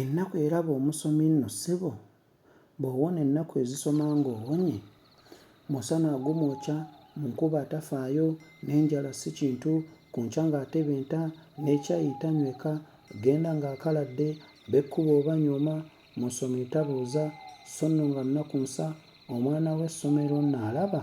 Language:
Ganda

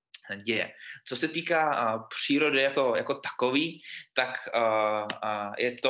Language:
Czech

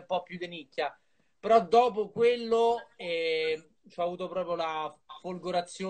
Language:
Italian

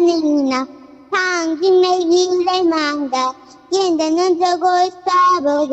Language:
Manipuri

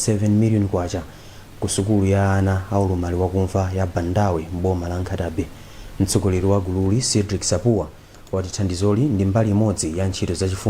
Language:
Nyanja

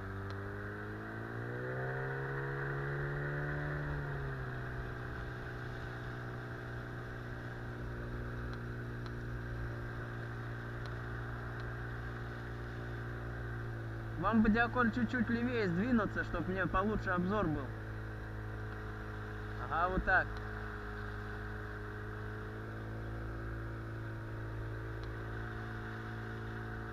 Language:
Russian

